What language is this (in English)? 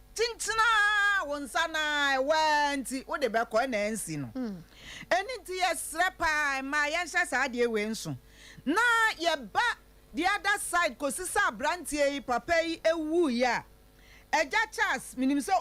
Akan